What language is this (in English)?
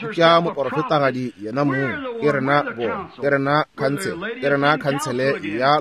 Northern Sotho